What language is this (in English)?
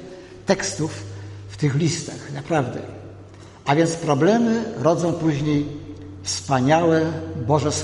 Polish